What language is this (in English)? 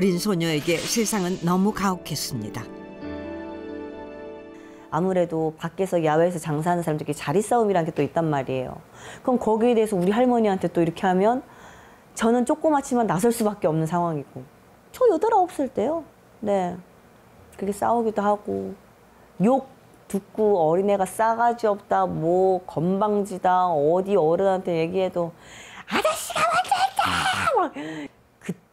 Korean